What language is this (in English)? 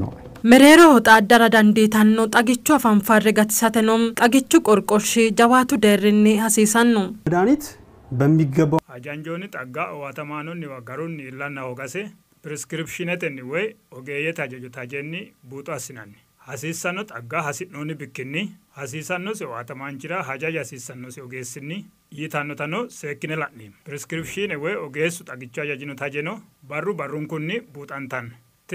Sidamo